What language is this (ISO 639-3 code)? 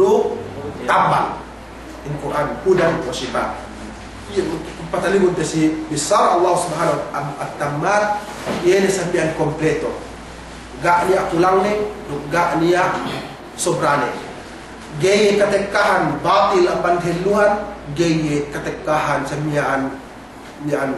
yka